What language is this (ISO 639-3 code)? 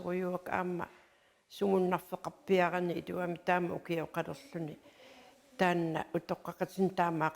kal